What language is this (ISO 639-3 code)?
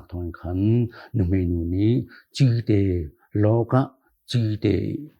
cnh